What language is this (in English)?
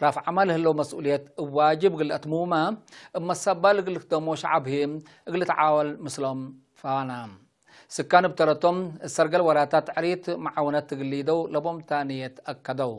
Tigre